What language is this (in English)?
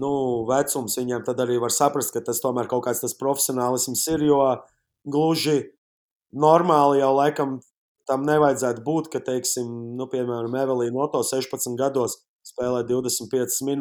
Latvian